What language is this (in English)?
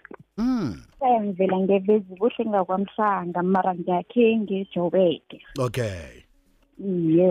South Ndebele